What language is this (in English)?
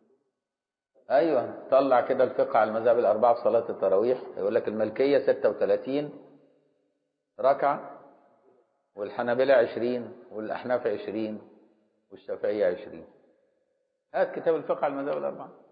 Egyptian Arabic